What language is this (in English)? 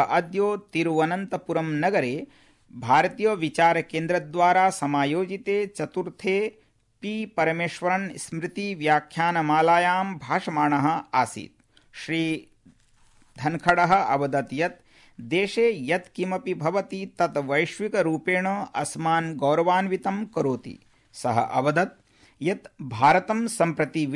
Sanskrit